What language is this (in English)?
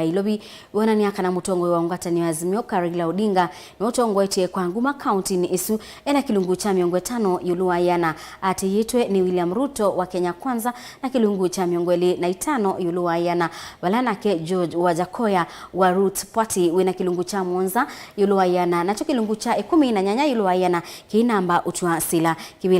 Kamba